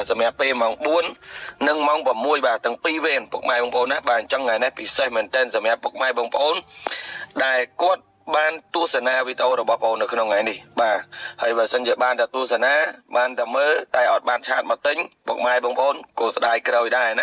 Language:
Khmer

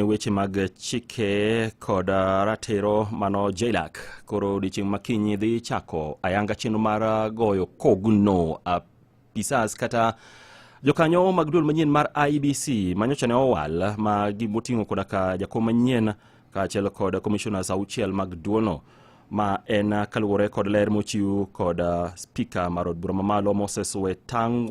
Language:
Luo (Kenya and Tanzania)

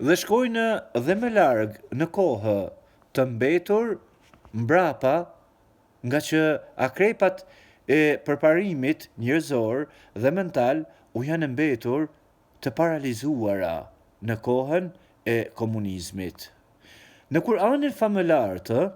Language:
Albanian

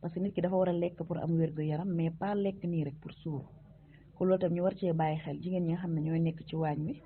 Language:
Wolof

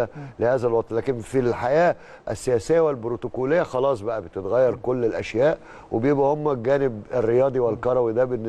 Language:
Egyptian Arabic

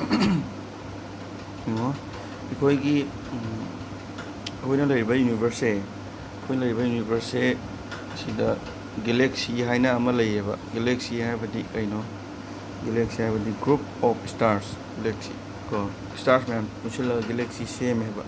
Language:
Manipuri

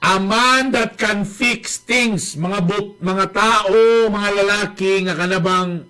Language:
Cebuano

